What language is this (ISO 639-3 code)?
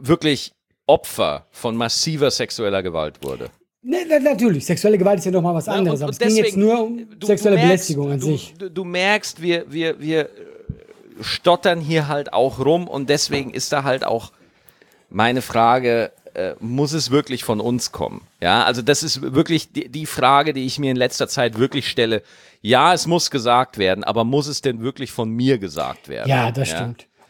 deu